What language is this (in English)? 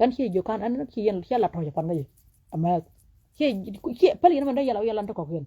Nuer